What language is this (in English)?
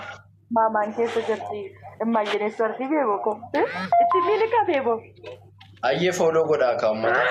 Oromo